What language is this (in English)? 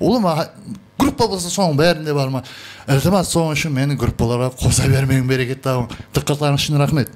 Kara-Kalpak